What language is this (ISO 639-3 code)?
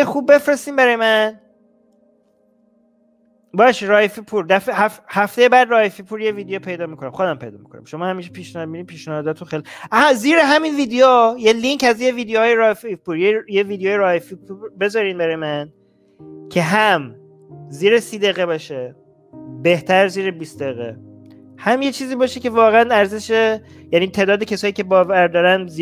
fas